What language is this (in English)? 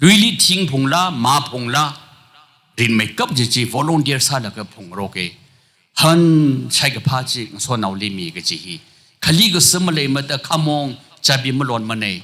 Tangkhul Naga (India)